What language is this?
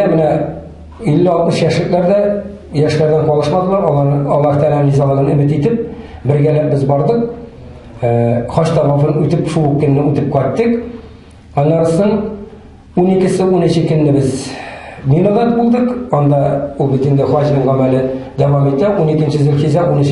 Tatar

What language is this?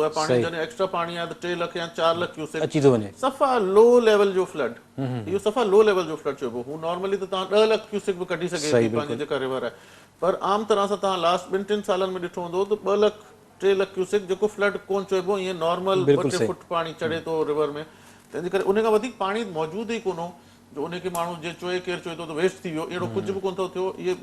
Sindhi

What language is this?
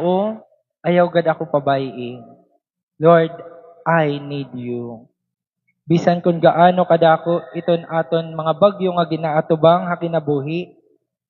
Waray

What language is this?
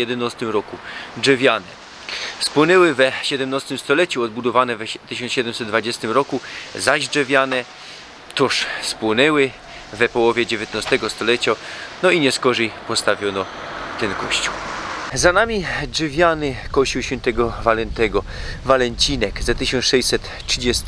Silesian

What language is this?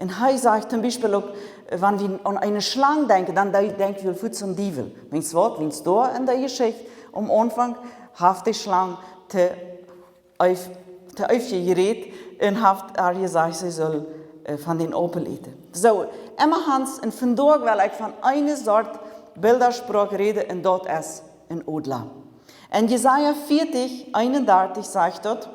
Plautdietsch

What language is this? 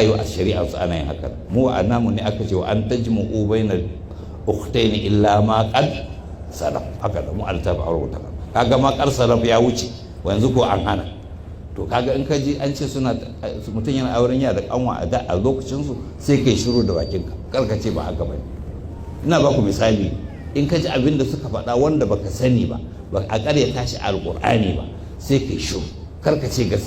Hausa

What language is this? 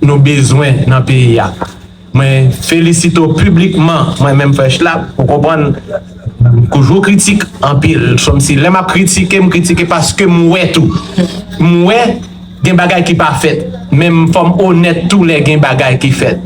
Haitian Creole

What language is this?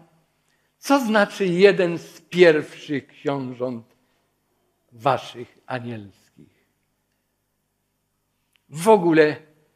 Polish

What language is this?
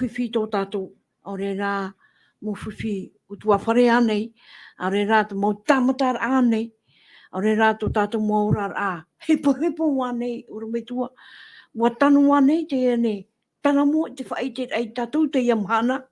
Tahitian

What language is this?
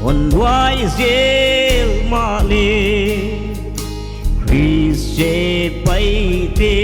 Paite Chin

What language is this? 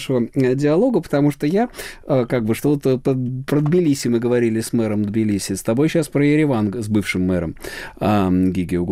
Russian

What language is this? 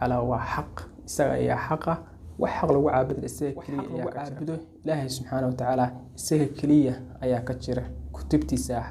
Somali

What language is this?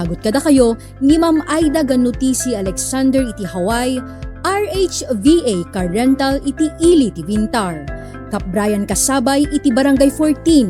Iloko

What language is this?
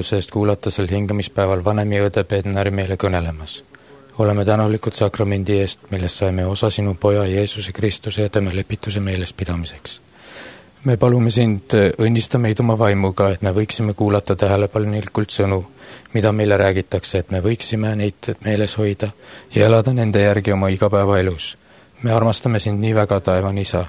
Estonian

